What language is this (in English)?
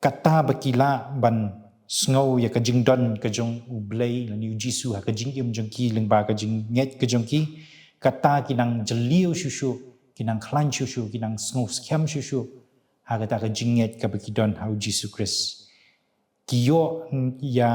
Khasi